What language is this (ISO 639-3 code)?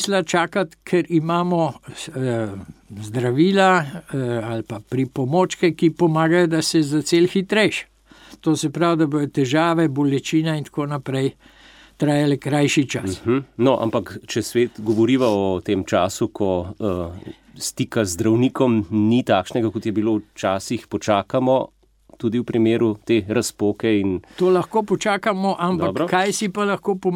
slv